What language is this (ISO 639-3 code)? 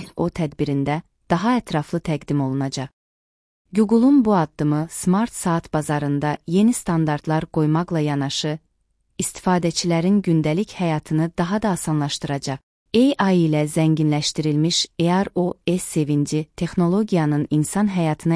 aze